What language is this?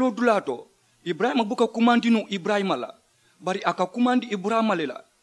Mandingo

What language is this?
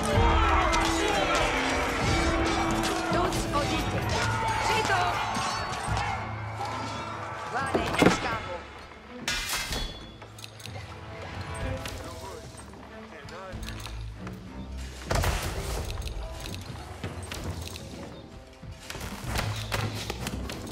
French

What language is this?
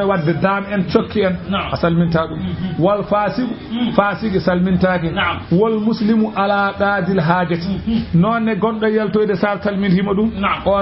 Fula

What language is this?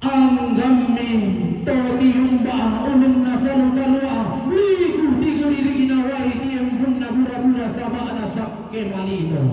Toraja-Sa'dan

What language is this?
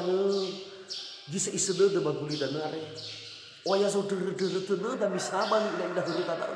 Nias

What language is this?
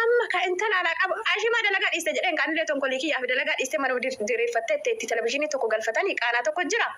Oromo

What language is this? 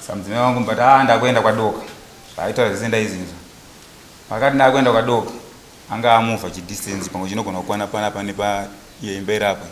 Shona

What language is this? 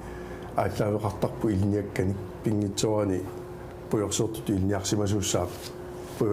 Kalaallisut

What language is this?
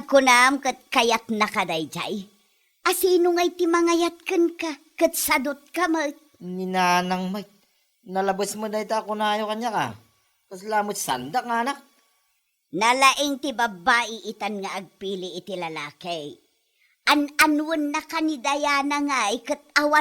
Iloko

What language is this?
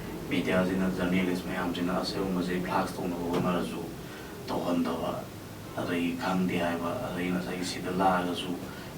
Manipuri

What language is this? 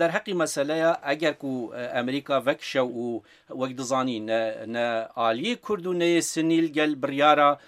Kurdish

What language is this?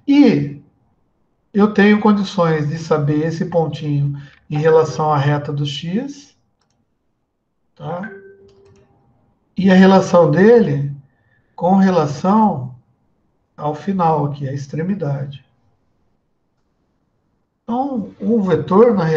Portuguese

